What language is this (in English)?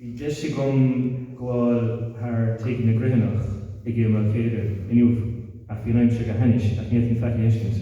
Irish